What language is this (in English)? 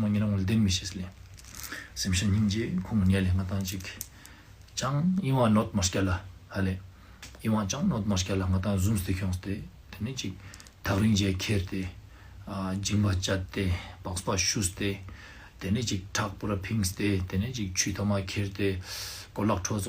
Ladakhi